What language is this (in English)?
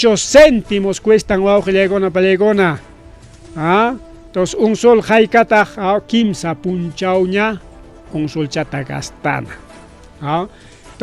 Ayacucho Quechua